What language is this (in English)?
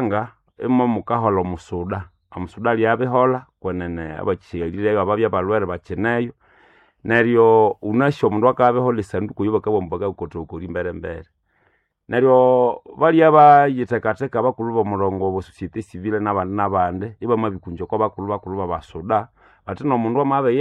Nande